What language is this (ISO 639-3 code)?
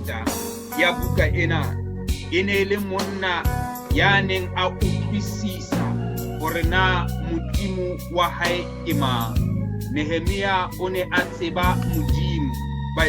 sot